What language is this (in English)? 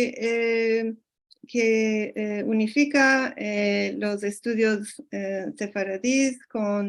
Ladino